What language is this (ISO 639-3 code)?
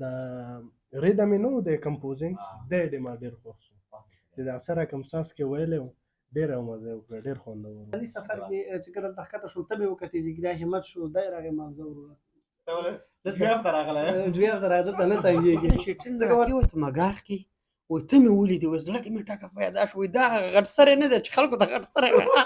pus